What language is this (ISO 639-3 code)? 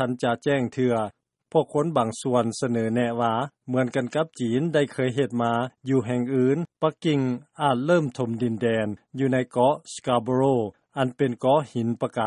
lao